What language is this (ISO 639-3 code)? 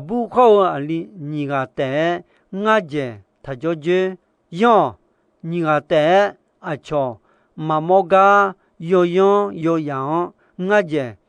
ahk